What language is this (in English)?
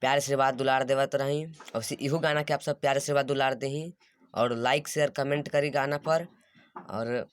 Bhojpuri